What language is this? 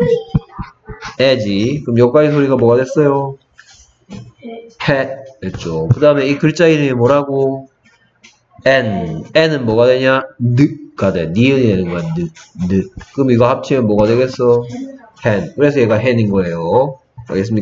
Korean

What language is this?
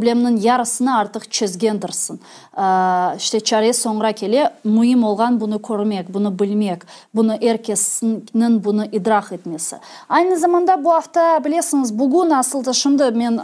Crimean Tatar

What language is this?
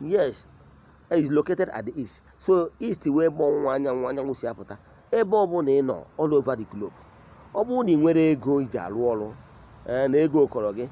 Igbo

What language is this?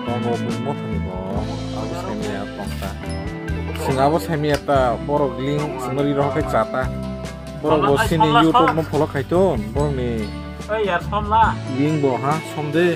Kok Borok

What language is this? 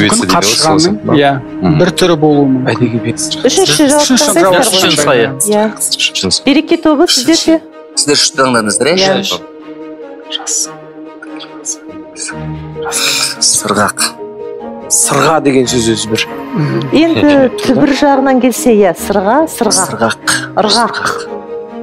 Kazakh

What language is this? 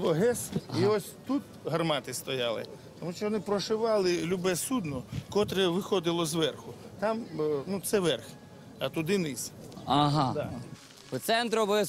Ukrainian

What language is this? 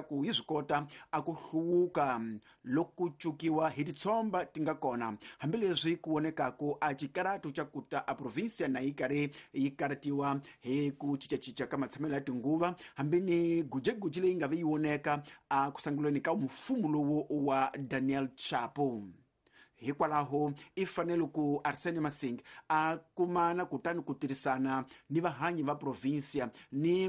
Tsonga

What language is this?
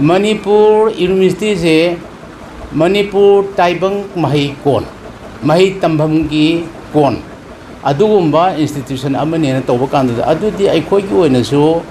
Manipuri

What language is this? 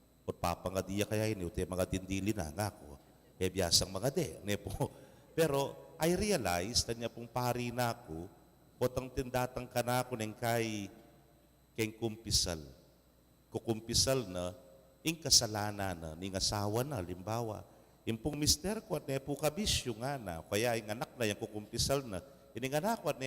Pampanga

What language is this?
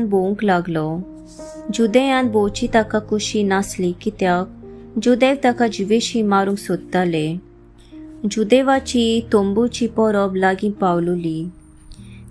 Konkani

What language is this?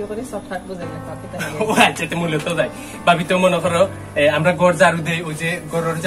Sylheti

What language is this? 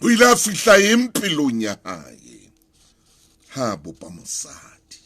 Southern Sotho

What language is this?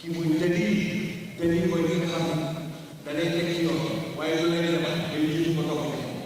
Wolof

